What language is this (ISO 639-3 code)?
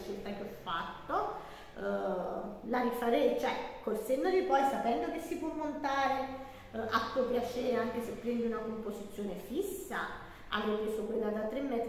ita